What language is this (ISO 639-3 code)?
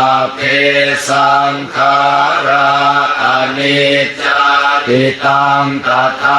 pli